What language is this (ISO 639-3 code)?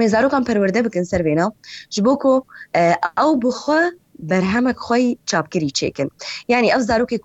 kur